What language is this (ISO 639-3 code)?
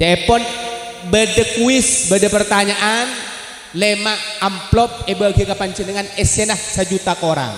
mad